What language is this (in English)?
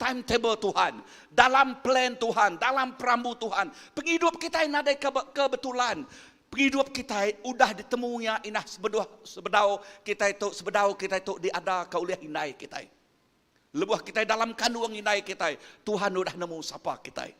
Iban